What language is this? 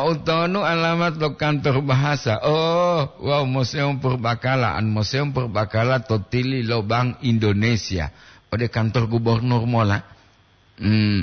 Gorontalo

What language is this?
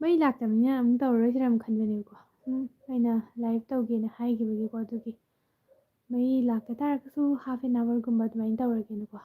Manipuri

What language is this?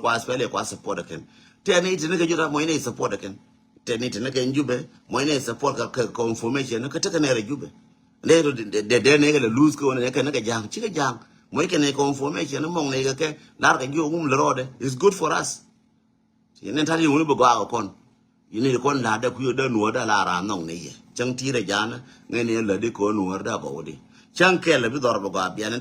Nuer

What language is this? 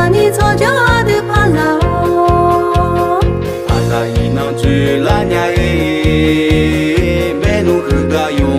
Akha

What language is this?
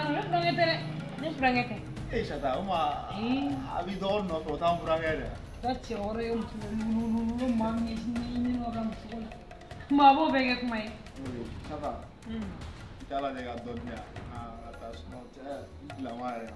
Bambara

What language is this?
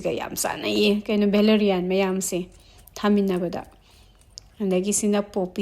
Manipuri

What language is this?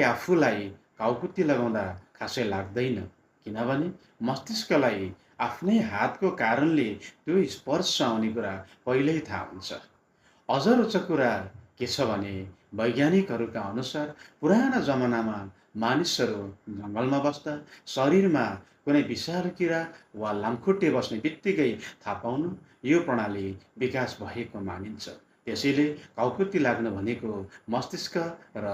Nepali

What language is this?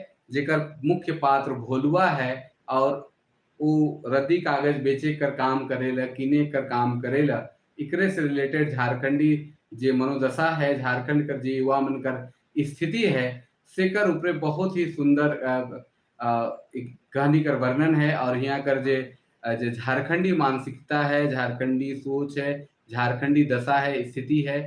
Sadri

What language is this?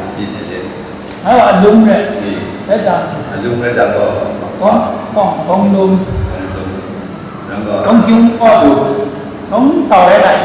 Kachin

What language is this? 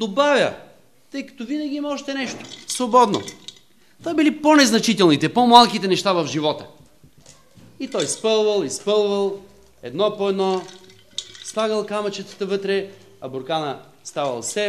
Bulgarian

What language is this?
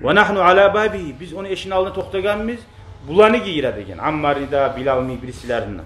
Kumyk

